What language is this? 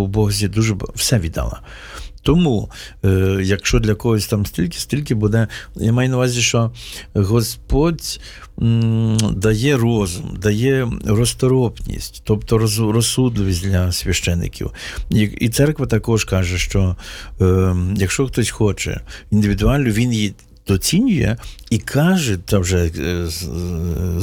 Ukrainian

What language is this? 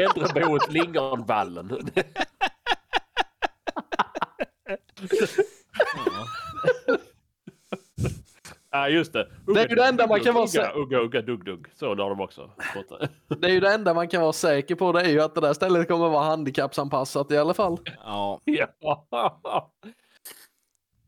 Swedish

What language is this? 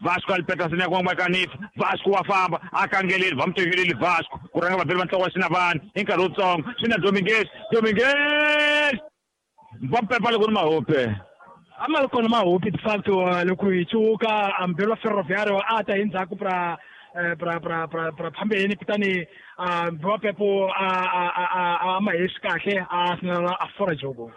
Tsonga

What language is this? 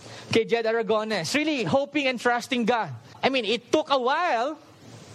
Filipino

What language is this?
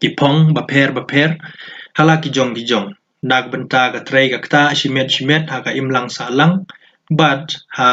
Khasi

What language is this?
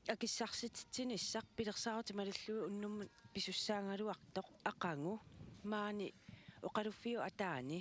Kalaallisut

